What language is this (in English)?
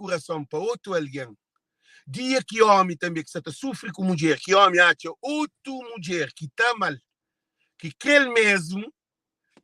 Kabuverdianu